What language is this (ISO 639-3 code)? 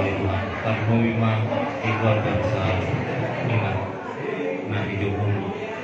bbc